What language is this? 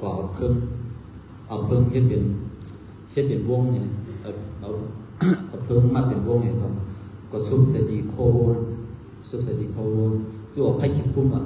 Shan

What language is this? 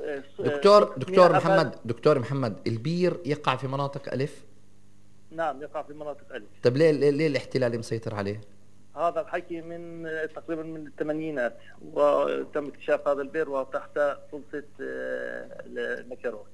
North Levantine Arabic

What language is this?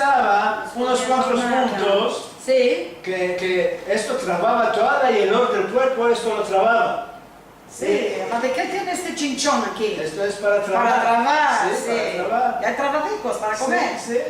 Ladino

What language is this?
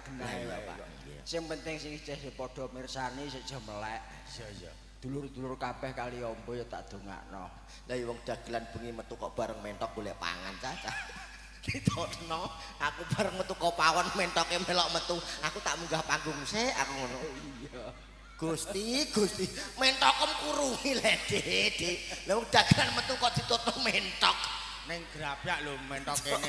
Javanese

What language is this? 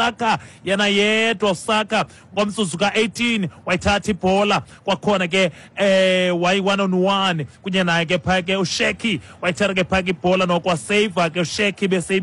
Xhosa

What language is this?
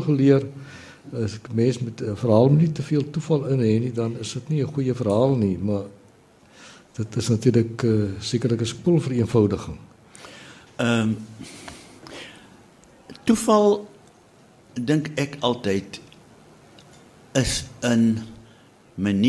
Afrikaans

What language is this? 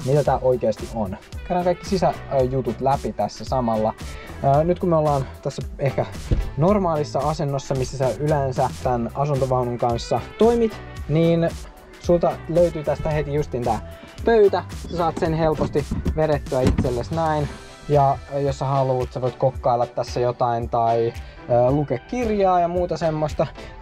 Finnish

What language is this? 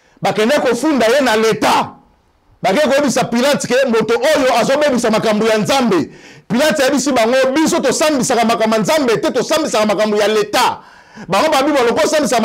Lingala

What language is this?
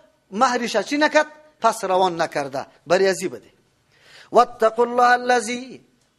Persian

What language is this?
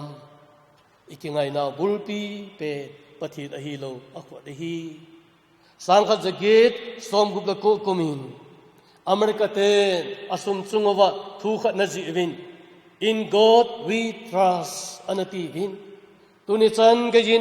Thado Chin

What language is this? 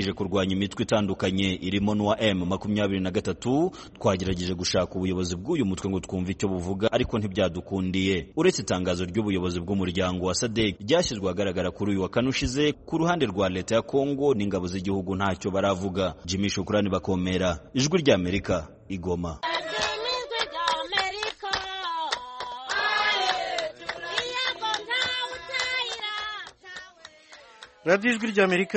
Kinyarwanda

